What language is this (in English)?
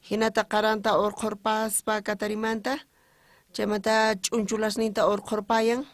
South Bolivian Quechua